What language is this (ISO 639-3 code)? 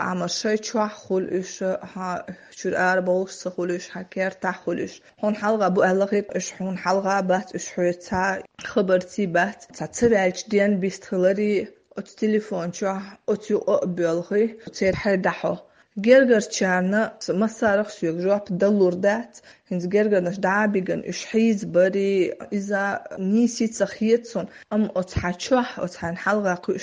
che